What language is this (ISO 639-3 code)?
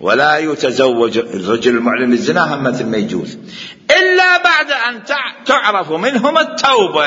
acm